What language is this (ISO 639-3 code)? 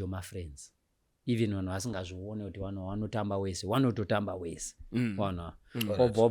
sna